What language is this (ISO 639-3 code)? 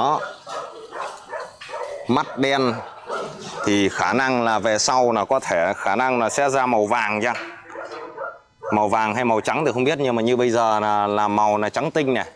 vie